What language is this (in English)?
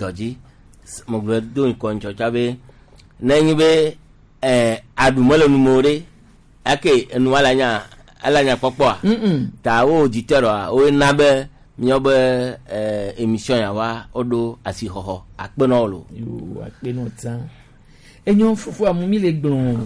Gen